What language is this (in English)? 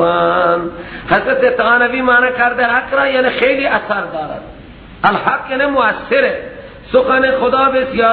Persian